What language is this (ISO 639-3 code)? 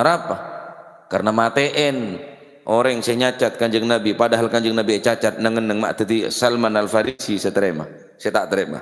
mad